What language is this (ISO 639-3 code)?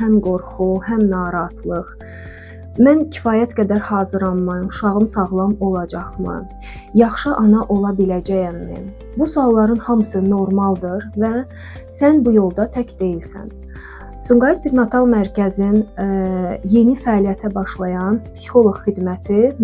aze